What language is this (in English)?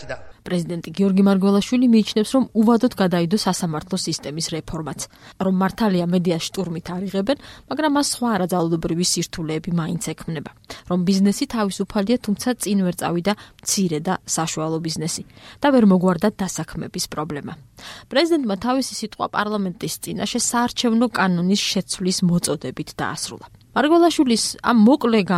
Georgian